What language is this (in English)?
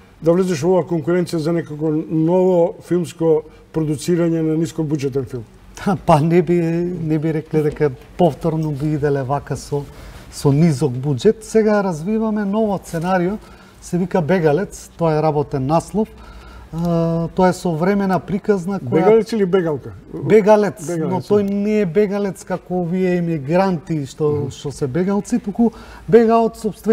Macedonian